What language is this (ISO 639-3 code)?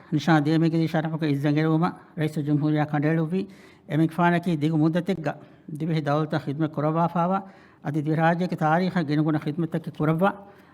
div